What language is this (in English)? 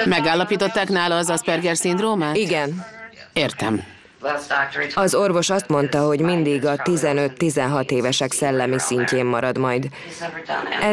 Hungarian